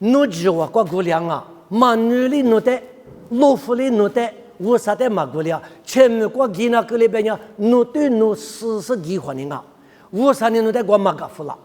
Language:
Lisu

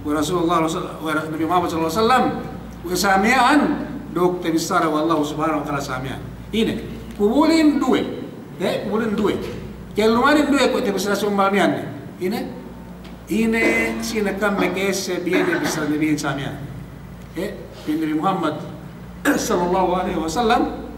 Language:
Yakan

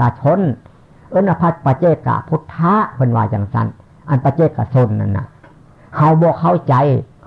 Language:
Northeastern Thai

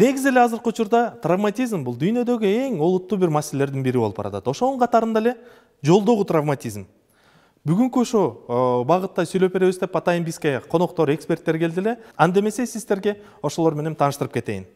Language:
Kyrgyz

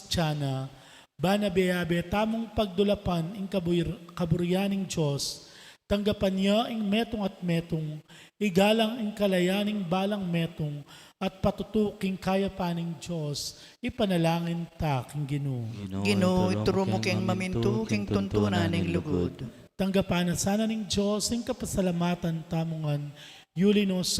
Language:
Pampanga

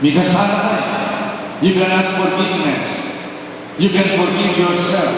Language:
Pampanga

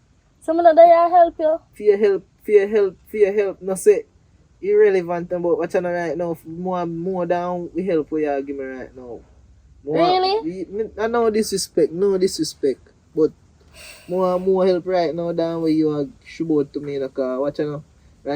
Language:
Jamaican Creole English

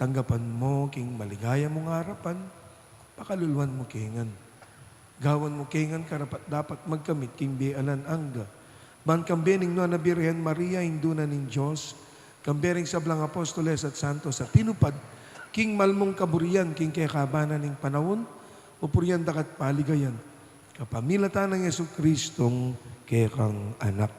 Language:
Pampanga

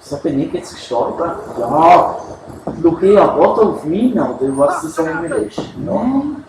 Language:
Swiss German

